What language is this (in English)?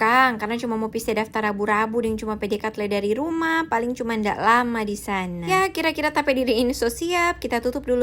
Manado Malay